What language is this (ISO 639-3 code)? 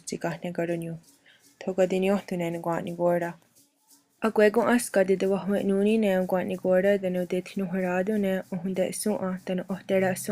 moh